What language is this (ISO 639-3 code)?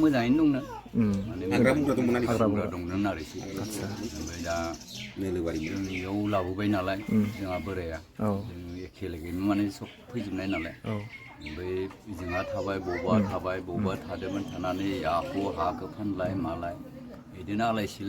brx